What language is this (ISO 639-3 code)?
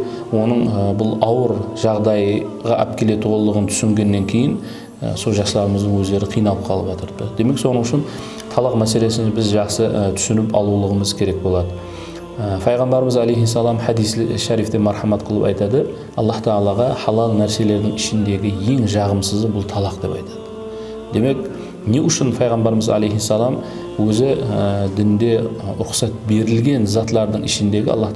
kaa